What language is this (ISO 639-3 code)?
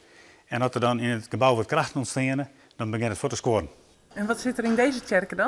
fry